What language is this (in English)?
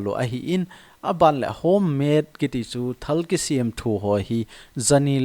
Thado Chin